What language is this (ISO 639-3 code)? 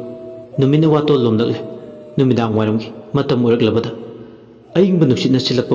mni